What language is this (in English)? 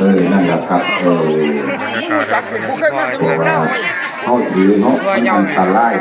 Northeastern Thai